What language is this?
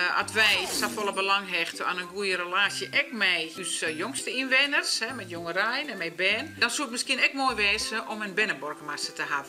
Western Frisian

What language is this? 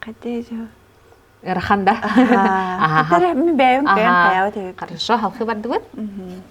Yakut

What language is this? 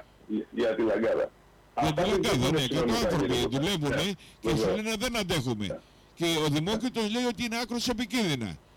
Greek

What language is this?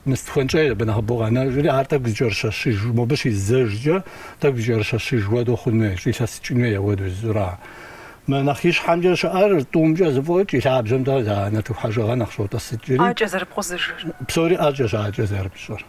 Kabardian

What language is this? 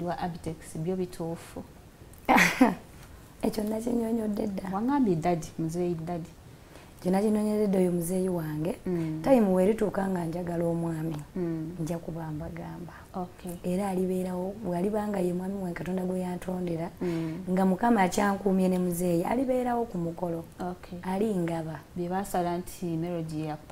Ganda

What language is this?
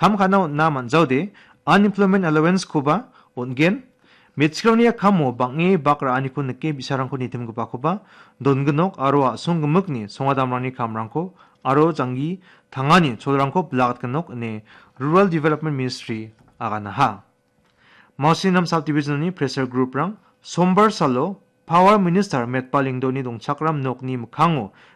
Garo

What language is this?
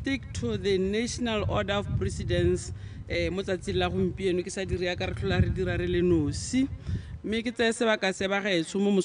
Tswana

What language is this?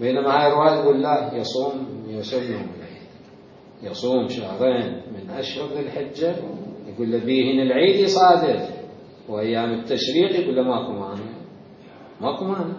Mesopotamian Arabic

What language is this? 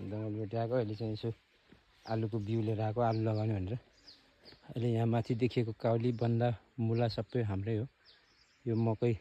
Nepali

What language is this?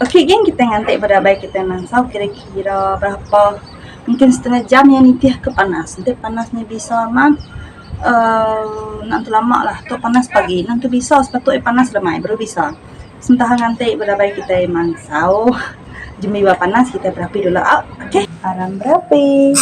Iban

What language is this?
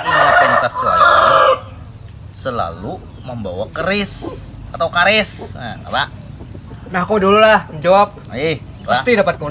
Banjar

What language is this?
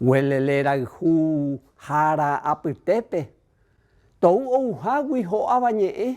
Guarani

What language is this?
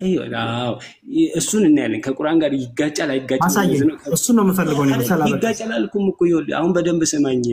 Amharic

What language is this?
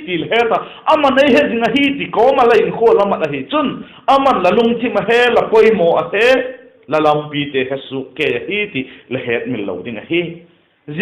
Vaiphei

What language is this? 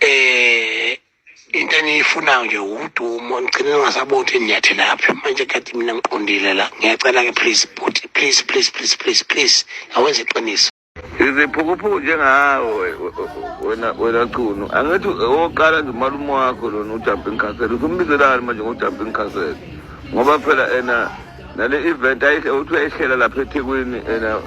Zulu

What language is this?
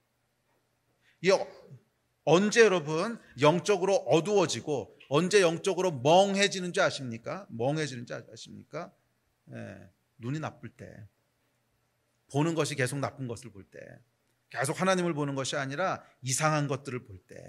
Korean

